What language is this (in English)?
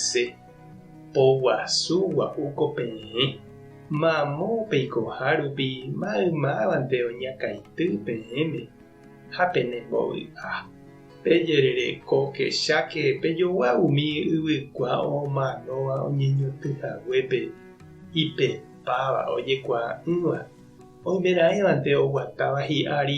Guarani